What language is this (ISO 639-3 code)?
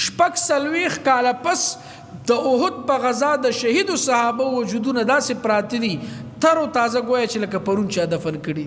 pus